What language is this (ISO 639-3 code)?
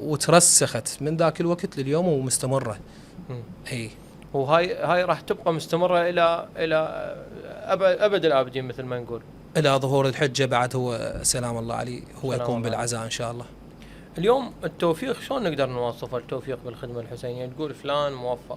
acm